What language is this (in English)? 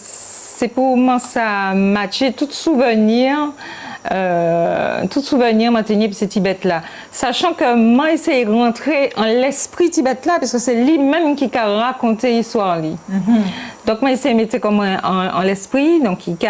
Guadeloupean Creole French